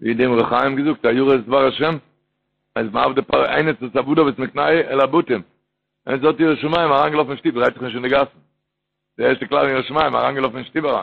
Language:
Yiddish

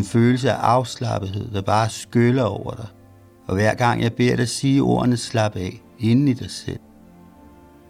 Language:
Danish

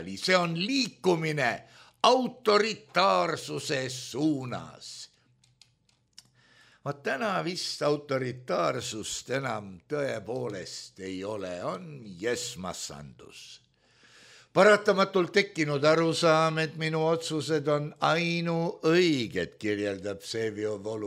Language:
Estonian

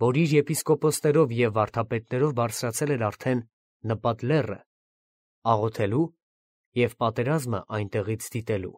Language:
Armenian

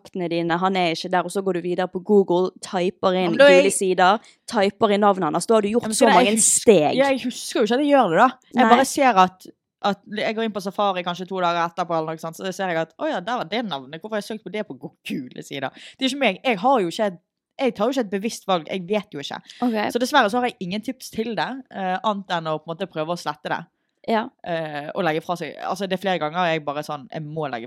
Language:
Norwegian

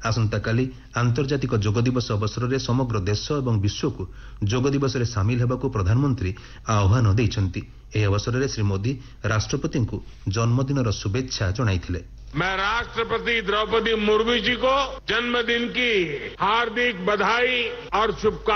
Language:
Odia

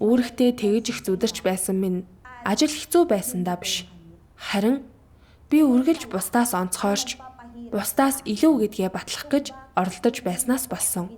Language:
Mongolian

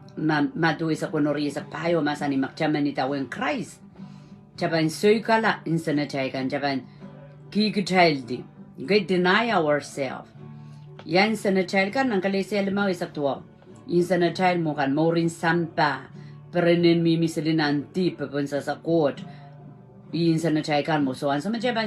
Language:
Pohnpeian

